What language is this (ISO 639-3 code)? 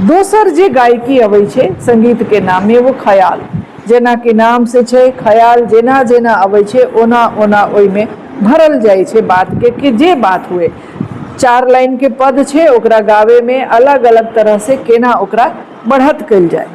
mai